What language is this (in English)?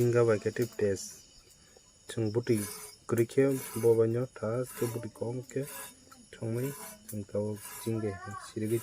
Kok Borok